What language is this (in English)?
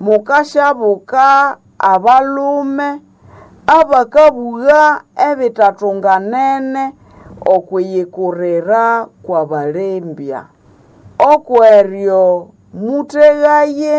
Nande